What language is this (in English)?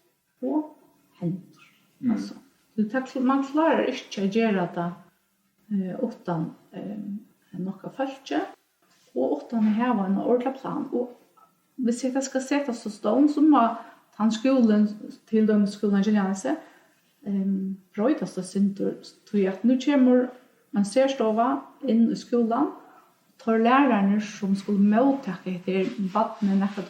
Faroese